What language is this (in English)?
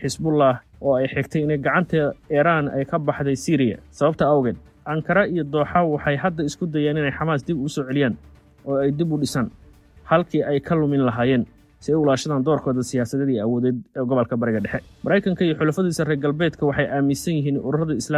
Somali